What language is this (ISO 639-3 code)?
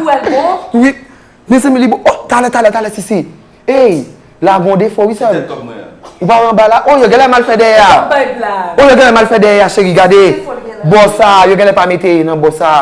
hat